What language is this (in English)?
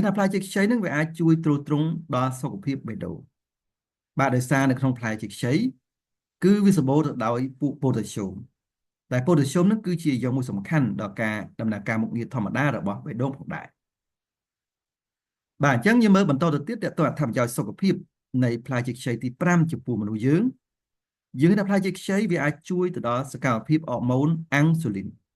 Khmer